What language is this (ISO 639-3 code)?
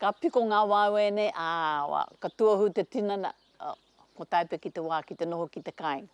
mri